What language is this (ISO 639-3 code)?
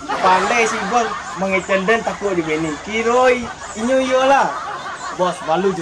min